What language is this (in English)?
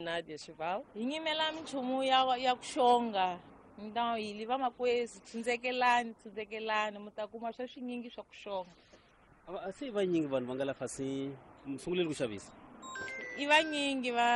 Tsonga